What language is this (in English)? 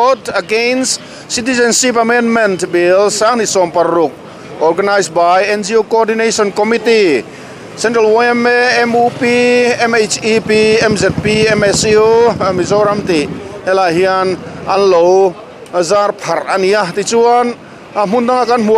Mizo